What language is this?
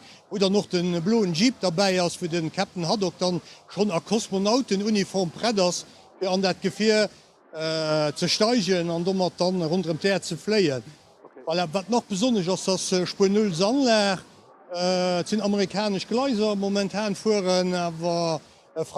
Luxembourgish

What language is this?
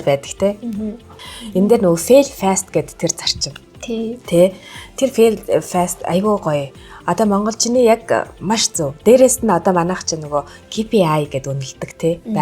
Mongolian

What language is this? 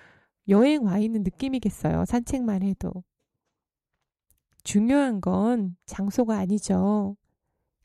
Korean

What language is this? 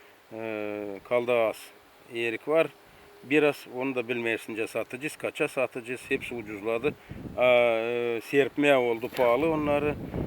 Gagauz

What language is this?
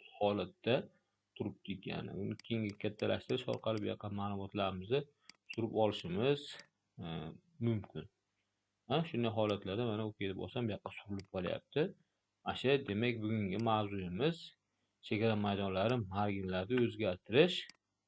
Uzbek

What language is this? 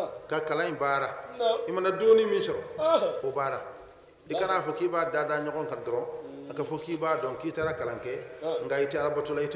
Bambara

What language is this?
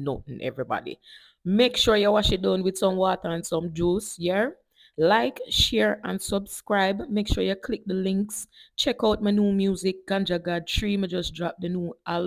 Jamaican Creole English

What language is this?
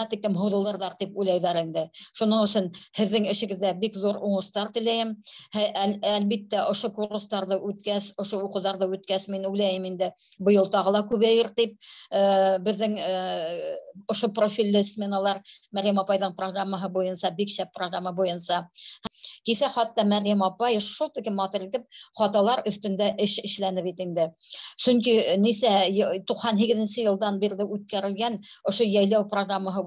Bashkir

